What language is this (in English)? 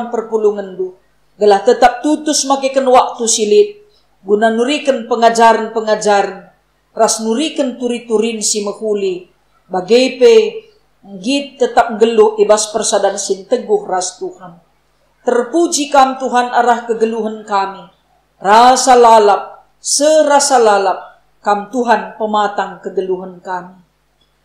Batak Karo